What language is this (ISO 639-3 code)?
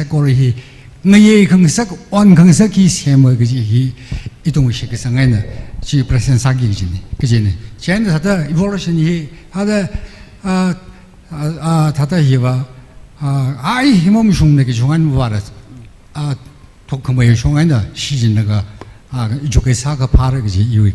nmf